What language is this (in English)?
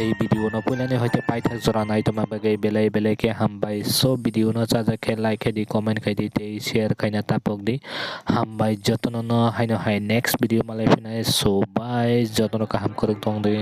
Kok Borok